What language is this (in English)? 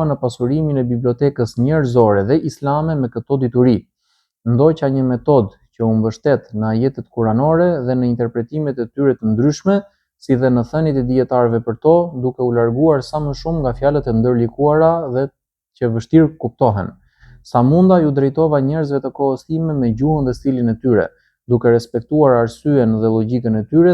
Albanian